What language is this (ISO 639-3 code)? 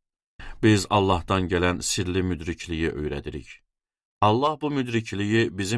aze